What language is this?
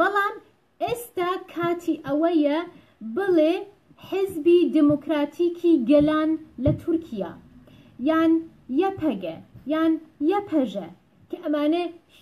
Central Kurdish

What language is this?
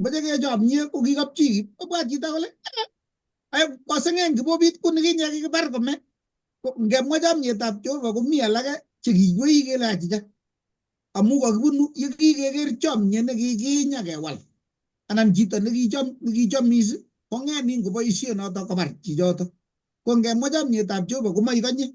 Kalenjin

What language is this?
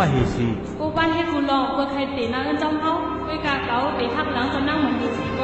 Shan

